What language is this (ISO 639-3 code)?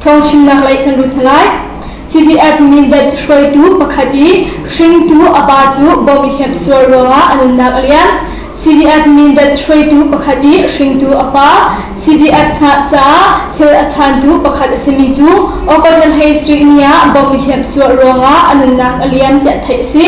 cnh